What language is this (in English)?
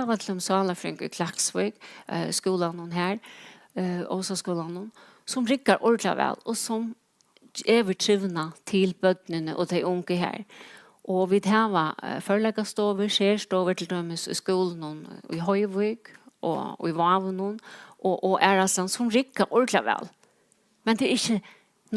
Faroese